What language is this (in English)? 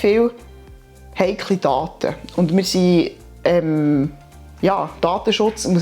Swiss German